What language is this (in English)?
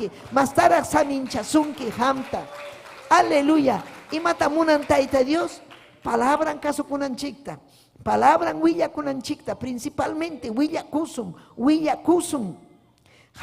Ayacucho Quechua